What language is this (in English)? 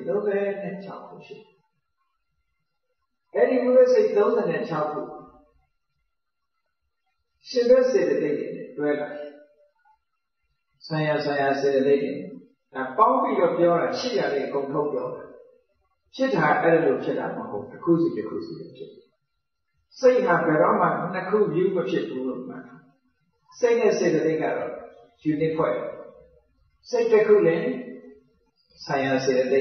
Burmese